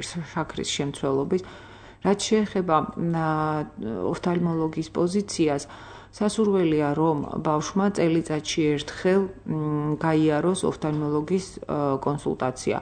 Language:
Georgian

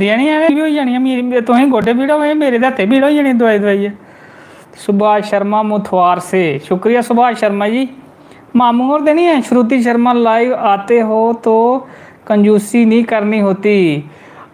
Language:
Dogri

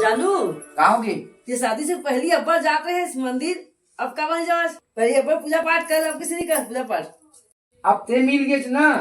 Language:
Chhattisgarhi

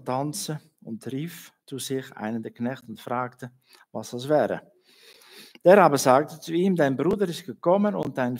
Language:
Swiss German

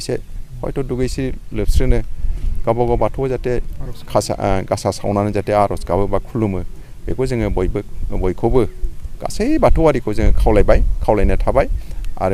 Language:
Bodo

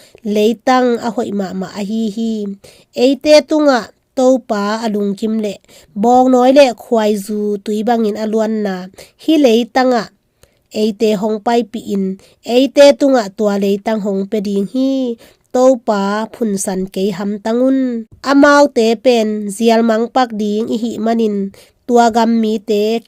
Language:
Tedim Chin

